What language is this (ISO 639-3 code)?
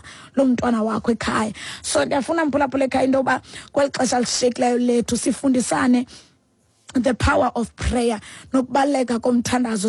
xho